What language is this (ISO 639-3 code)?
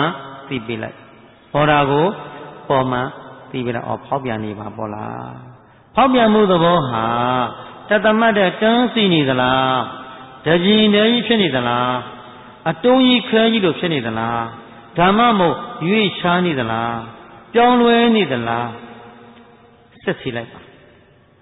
mya